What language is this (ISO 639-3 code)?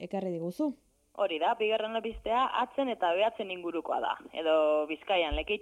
eus